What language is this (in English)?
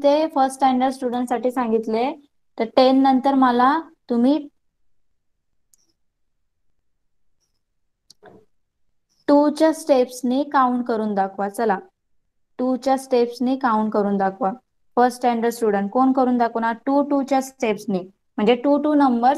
Marathi